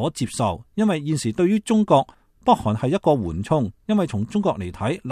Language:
Cantonese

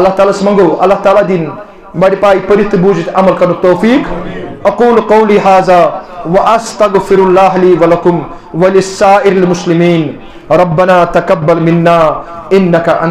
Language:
Kashmiri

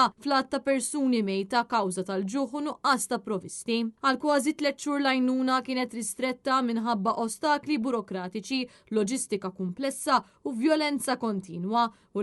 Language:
Maltese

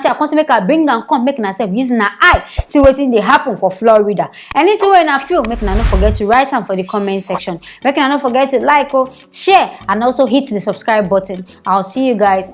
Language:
Nigerian Pidgin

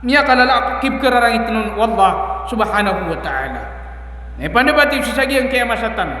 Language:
Maranao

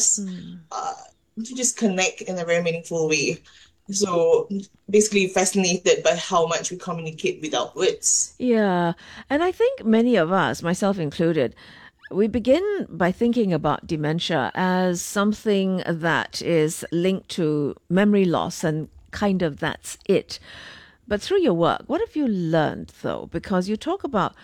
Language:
English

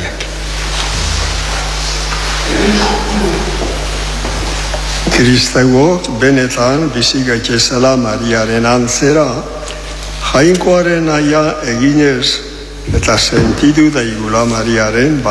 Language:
Basque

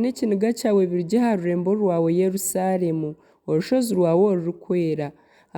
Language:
Nyankole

